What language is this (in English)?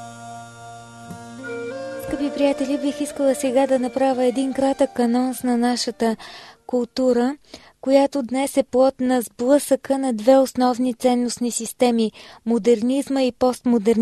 Bulgarian